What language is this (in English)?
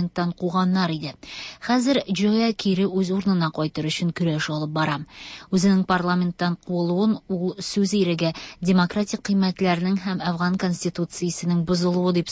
Tatar